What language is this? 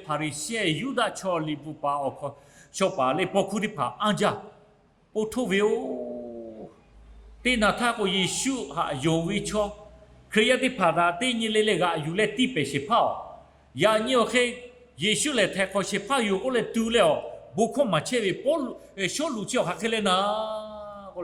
Lahu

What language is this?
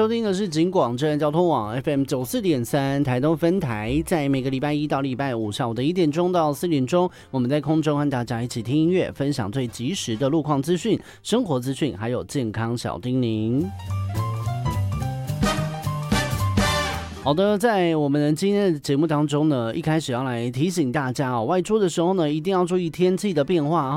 Chinese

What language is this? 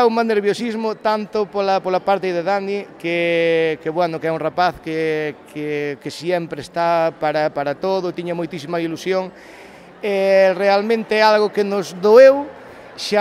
Galician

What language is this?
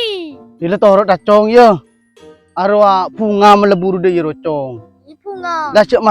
Madurese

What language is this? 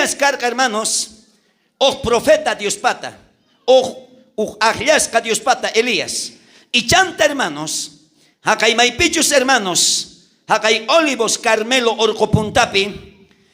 South Bolivian Quechua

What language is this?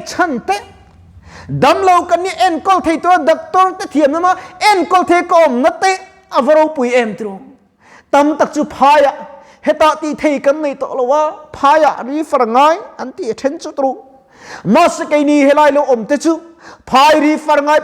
Mizo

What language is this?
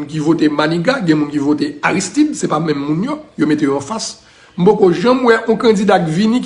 Haitian Creole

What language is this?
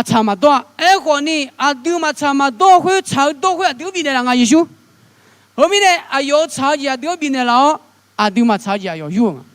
Akha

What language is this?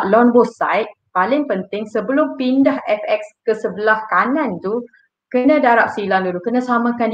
Malay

